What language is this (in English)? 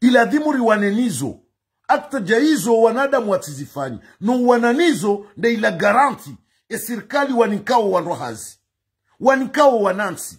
Ngazidja Comorian